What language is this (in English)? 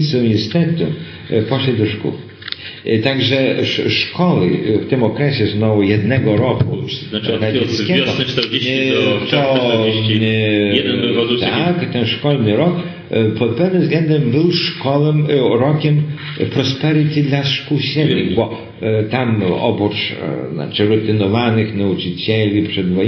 Polish